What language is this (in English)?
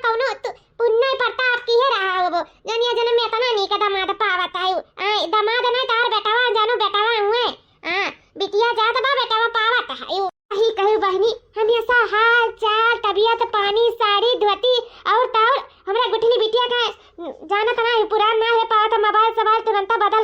Awadhi